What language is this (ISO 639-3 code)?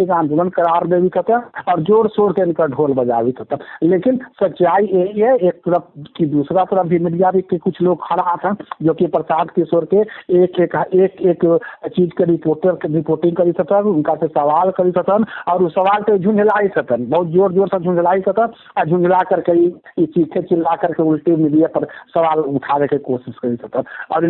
mag